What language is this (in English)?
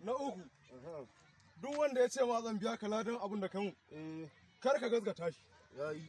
Hausa